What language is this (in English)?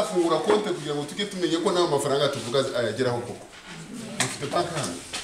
Kinyarwanda